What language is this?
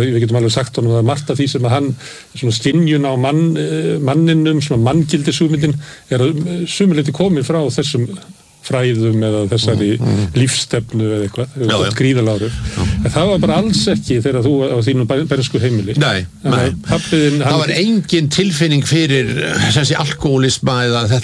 Icelandic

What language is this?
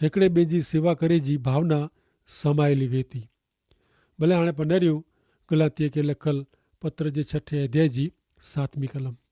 Kachhi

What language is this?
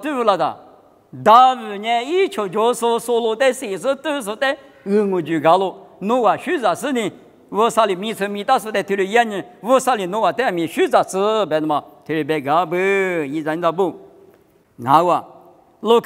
Lisu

